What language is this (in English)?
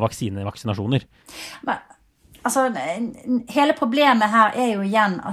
Norwegian